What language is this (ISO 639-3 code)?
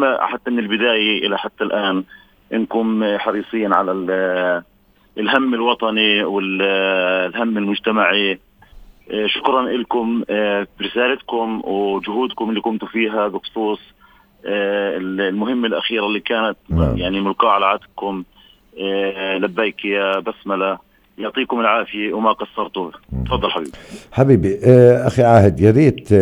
apc